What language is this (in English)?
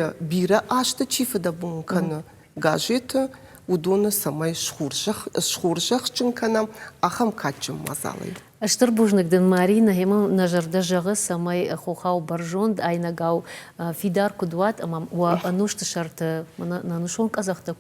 Ossetic